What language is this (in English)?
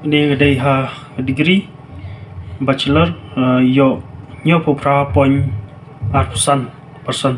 Khasi